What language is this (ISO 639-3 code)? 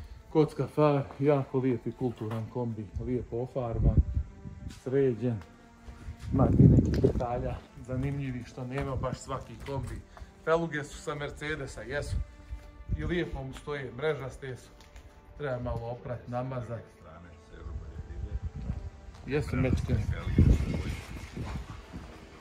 hrv